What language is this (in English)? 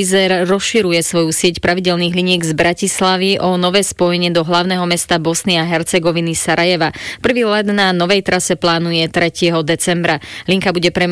Slovak